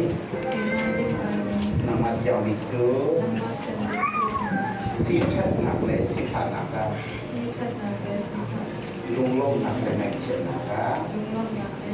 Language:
Hakha Chin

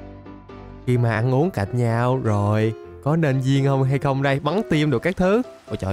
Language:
Vietnamese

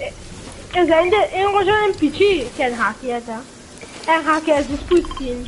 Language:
Morisyen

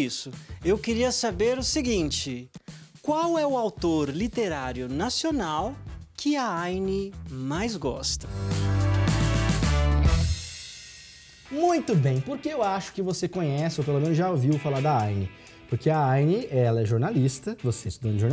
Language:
Portuguese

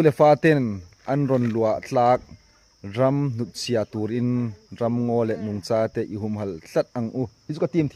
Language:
Hmar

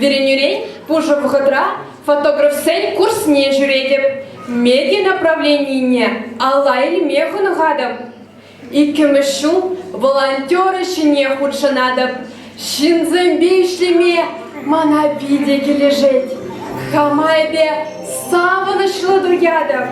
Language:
Chuvash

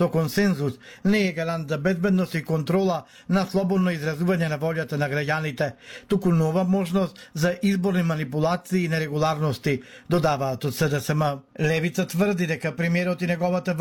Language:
Macedonian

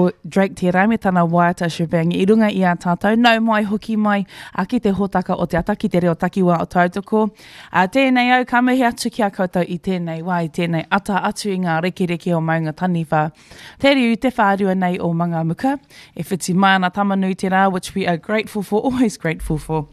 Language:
Māori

